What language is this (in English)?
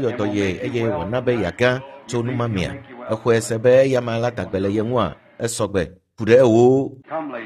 Ewe